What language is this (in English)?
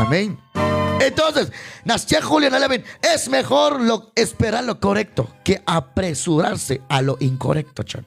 Kekchí